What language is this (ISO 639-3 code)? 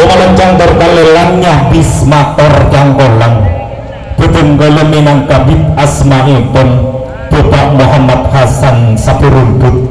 mad